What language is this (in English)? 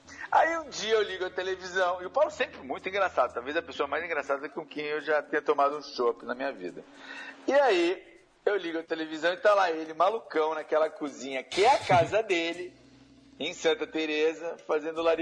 Portuguese